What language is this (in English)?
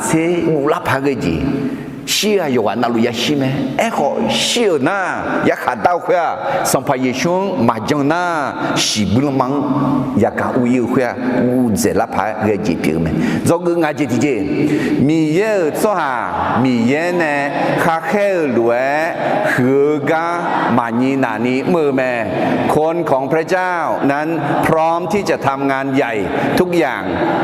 Akha